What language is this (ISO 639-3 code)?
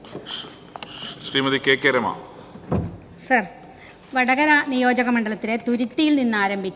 mal